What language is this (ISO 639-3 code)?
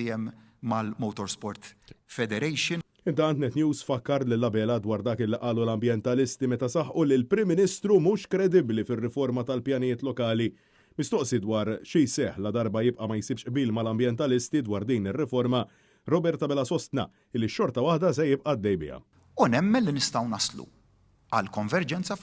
mlt